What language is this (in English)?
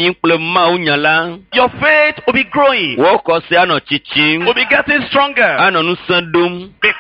Ewe